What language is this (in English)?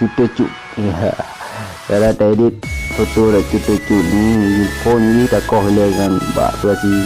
Achinese